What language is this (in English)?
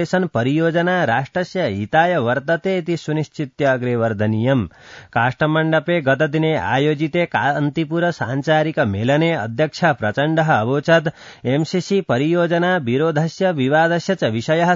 Sanskrit